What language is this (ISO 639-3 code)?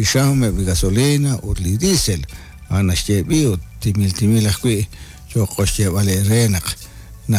kek